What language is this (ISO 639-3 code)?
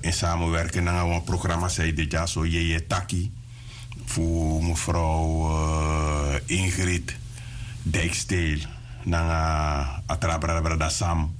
srn